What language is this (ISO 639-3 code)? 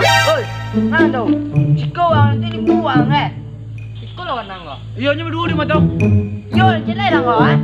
min